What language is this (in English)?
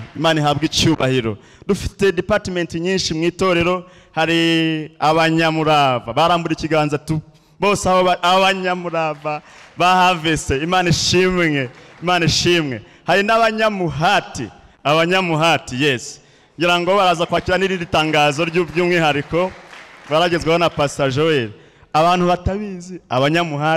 Kinyarwanda